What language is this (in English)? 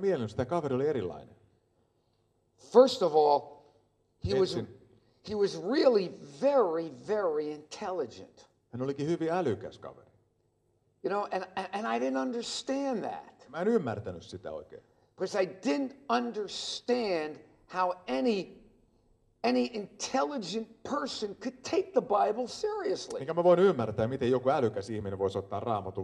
Finnish